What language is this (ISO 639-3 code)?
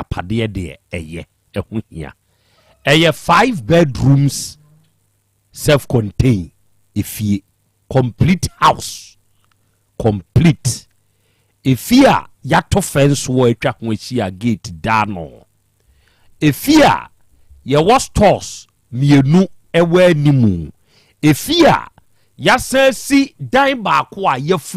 aka